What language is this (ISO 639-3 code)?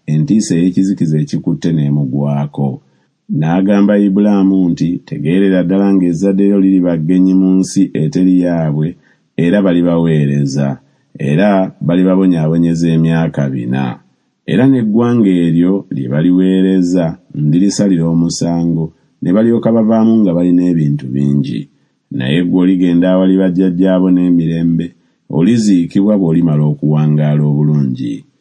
lug